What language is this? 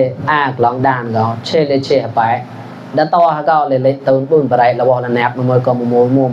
Mon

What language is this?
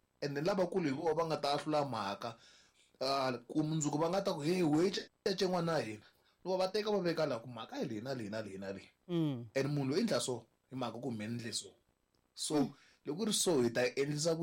Tsonga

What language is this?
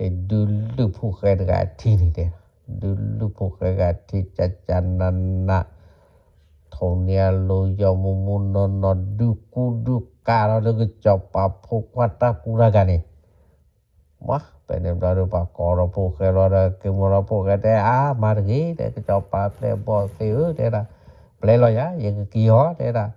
S'gaw Karen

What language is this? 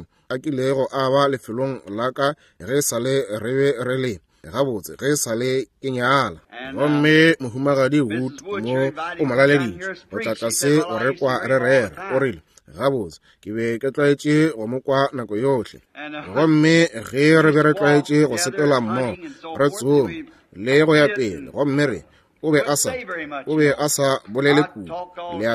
Northern Sotho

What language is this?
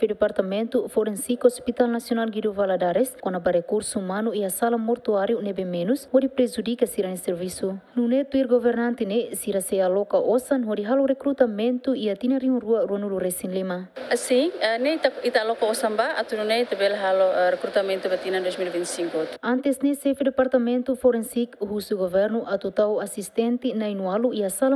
Tetum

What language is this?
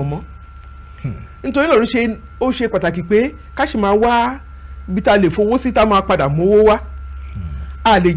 Yoruba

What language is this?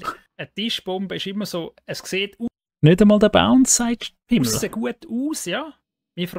Swiss German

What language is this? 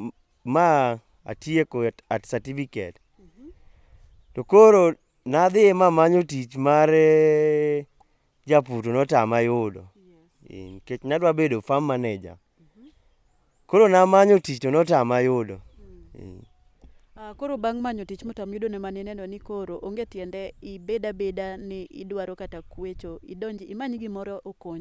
Luo (Kenya and Tanzania)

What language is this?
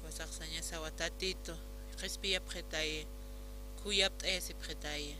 Aymara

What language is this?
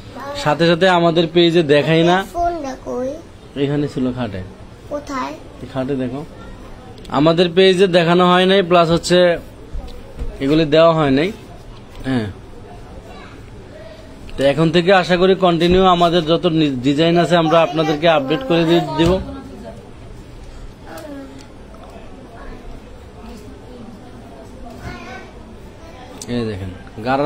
Bangla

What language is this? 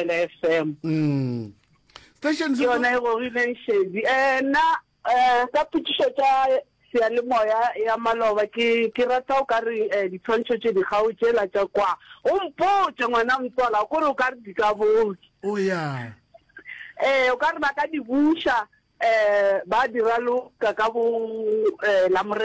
Northern Sotho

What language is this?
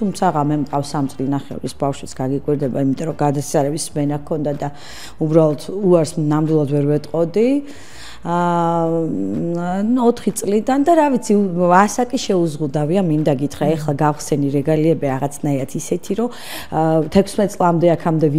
Georgian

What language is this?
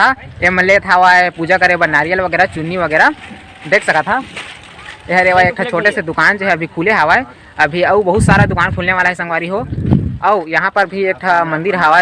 Chhattisgarhi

